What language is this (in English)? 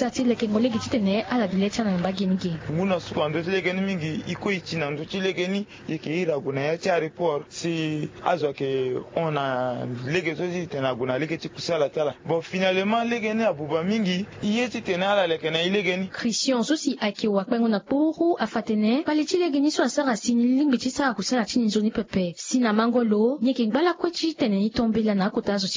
Sango